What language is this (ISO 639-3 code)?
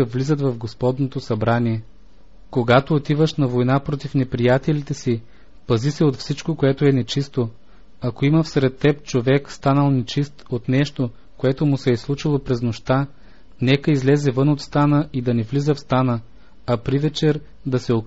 bul